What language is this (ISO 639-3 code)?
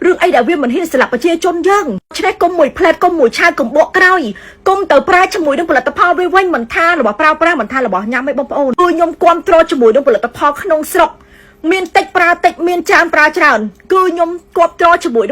khm